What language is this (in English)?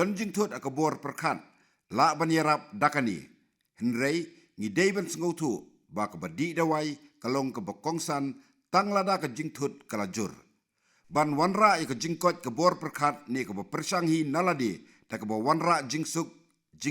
Khasi